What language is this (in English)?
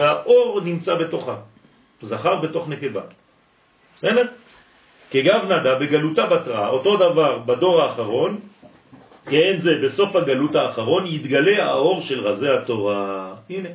Hebrew